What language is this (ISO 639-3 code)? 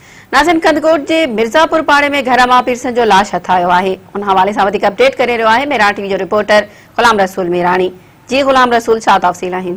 snd